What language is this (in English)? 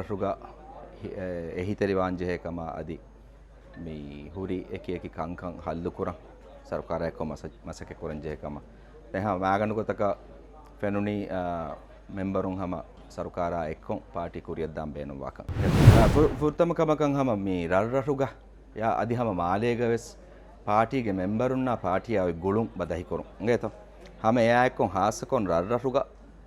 Divehi